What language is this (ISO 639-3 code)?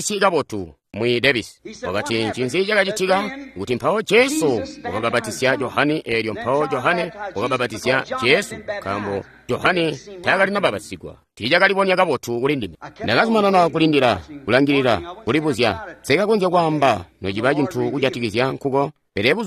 toi